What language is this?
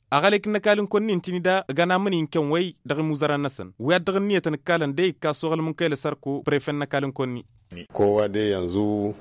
Tamasheq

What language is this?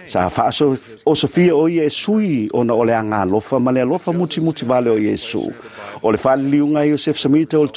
Samoan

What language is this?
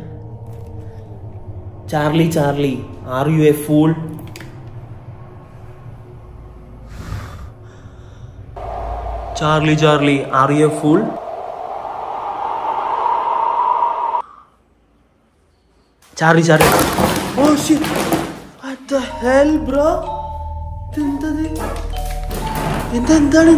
Malayalam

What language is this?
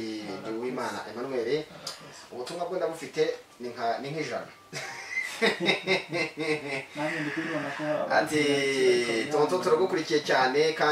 Kinyarwanda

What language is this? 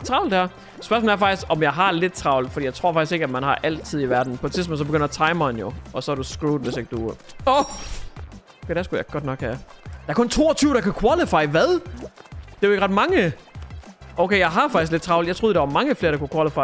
Danish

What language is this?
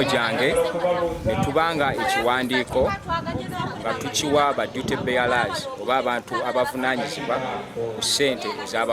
Ganda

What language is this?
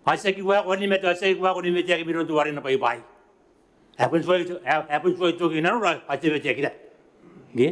Gilbertese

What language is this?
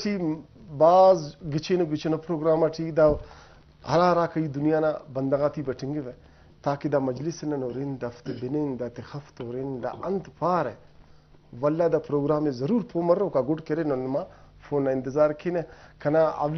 Brahui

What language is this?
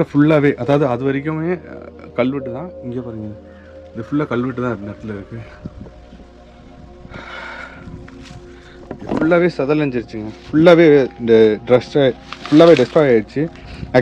Tamil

